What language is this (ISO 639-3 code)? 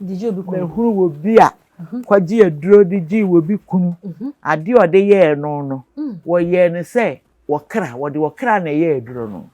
aka